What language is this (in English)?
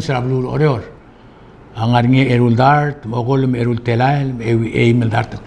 Palauan